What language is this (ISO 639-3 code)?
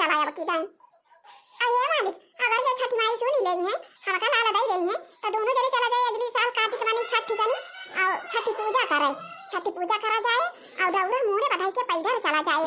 awa